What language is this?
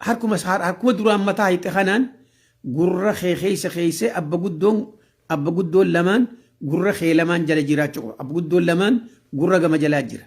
Oromo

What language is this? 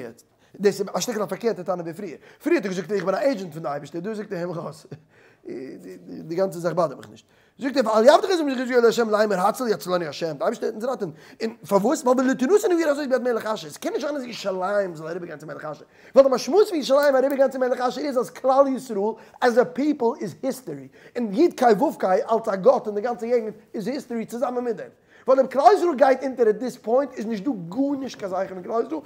Yiddish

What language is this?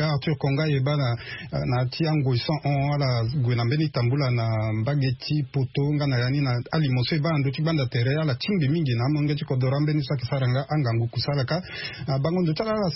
Sango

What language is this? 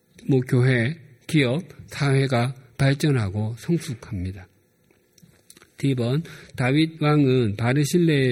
Korean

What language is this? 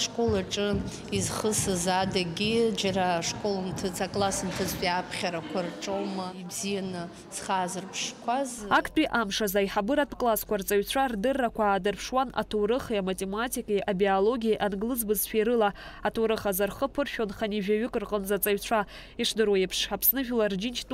Abkhazian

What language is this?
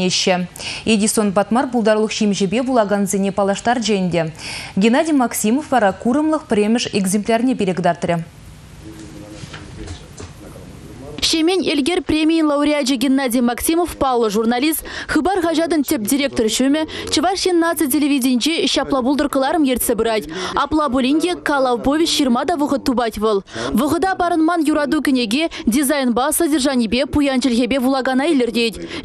Chuvash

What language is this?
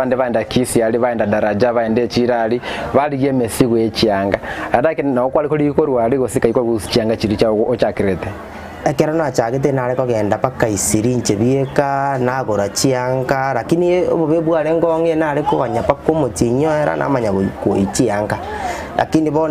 Gusii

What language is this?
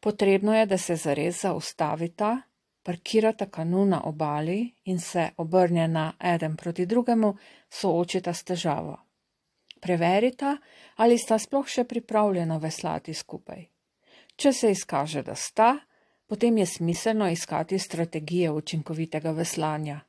Slovenian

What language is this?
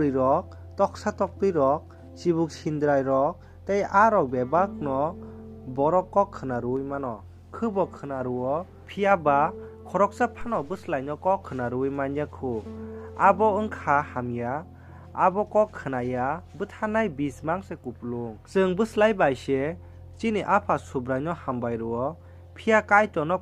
Kok Borok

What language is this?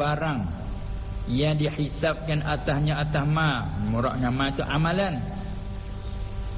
Malay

